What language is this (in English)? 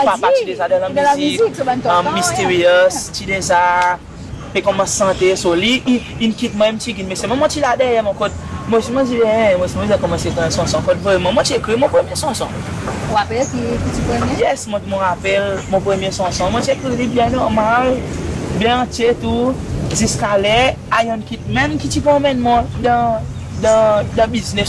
Seselwa Creole French